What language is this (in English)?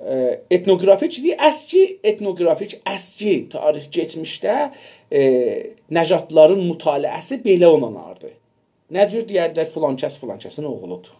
South Azerbaijani